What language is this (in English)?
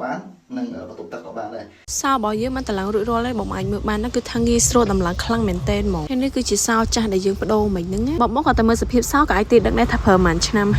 Khmer